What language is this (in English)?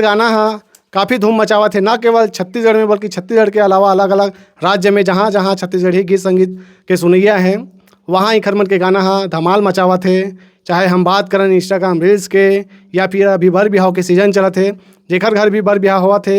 Chhattisgarhi